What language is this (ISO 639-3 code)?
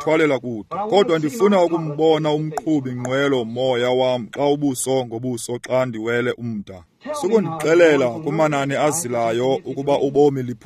xho